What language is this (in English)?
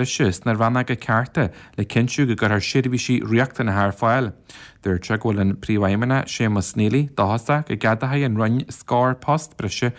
Irish